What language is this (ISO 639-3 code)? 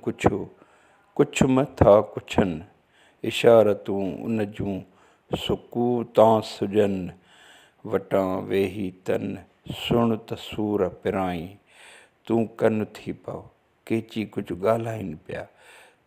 snd